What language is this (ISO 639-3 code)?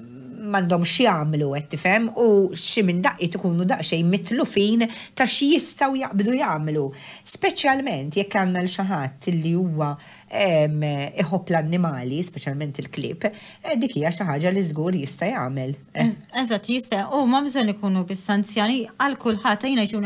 mlt